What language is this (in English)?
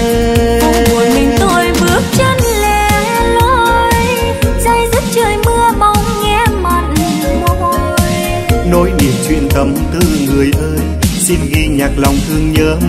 Vietnamese